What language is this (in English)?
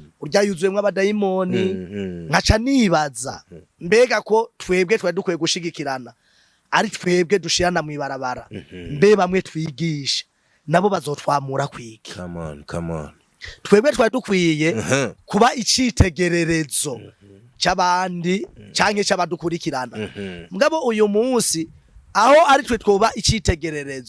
Rundi